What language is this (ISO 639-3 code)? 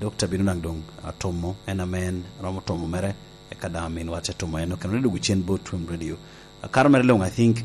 laj